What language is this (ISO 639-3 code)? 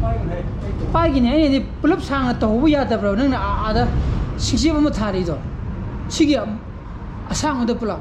mni